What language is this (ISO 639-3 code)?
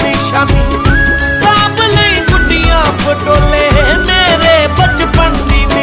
pan